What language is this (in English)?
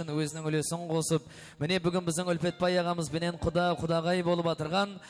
Kara-Kalpak